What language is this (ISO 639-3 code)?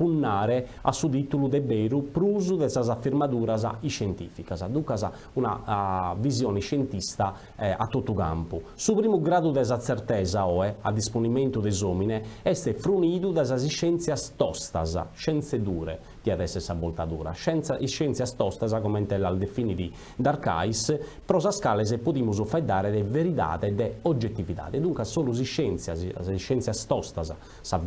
srd